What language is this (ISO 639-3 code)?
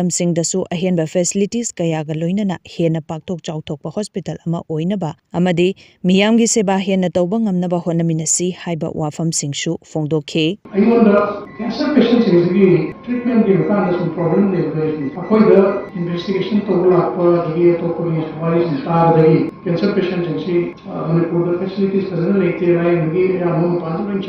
mni